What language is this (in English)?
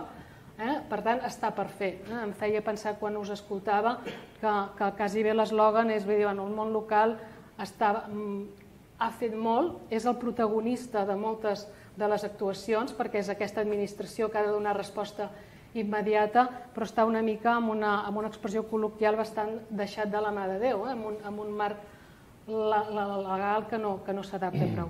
Catalan